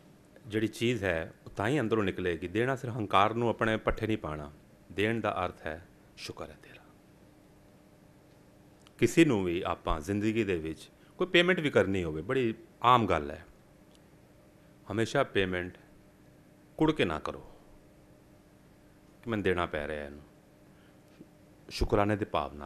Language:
Punjabi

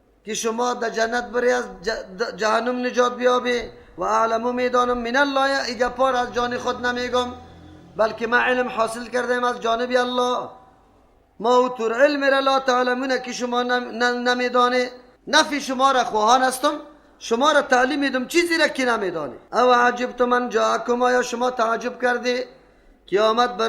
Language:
Persian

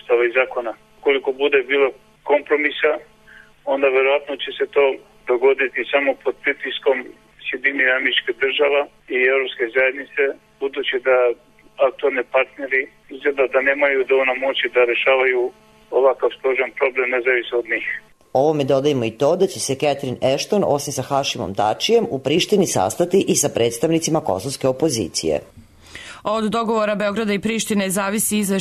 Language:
Serbian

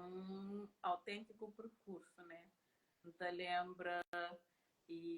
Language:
Kabuverdianu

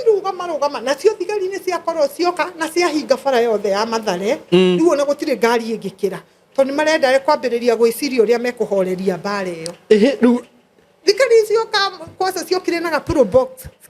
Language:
Kikuyu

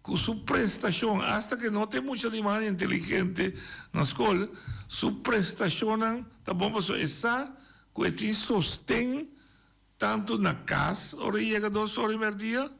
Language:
Papiamento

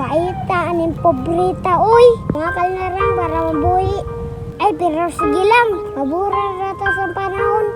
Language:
Cebuano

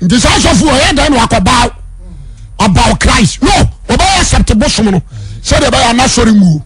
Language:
Akan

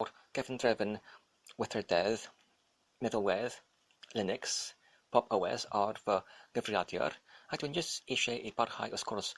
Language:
Welsh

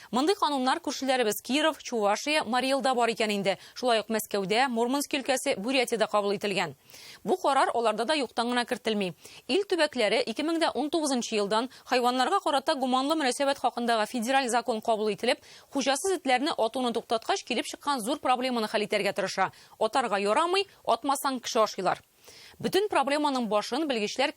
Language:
Tatar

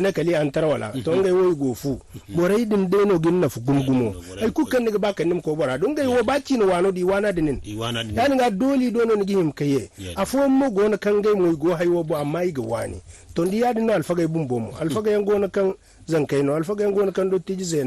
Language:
Zarma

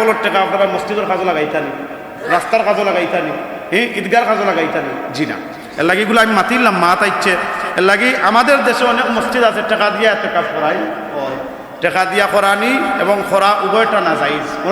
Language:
Sylheti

